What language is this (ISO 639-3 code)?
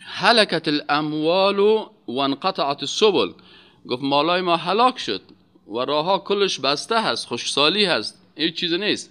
fas